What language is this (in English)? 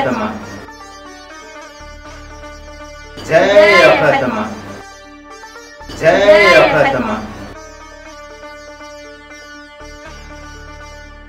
Gujarati